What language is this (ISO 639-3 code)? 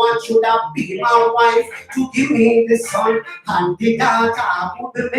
jam